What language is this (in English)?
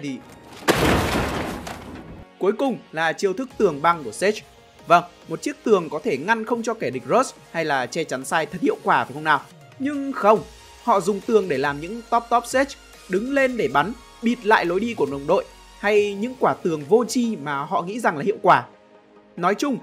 Vietnamese